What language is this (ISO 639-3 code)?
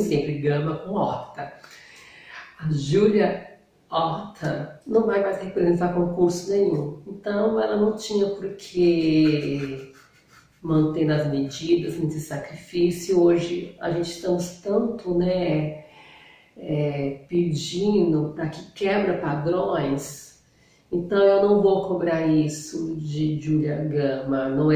por